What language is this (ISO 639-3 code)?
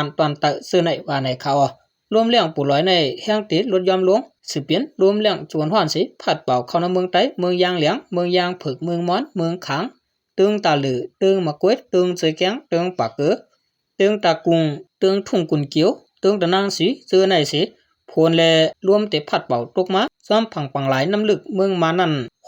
shn